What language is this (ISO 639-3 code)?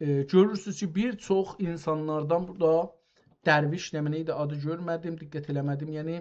azb